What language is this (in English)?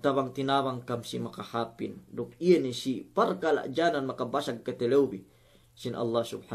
Yakan